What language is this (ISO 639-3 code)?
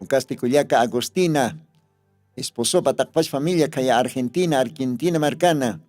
aym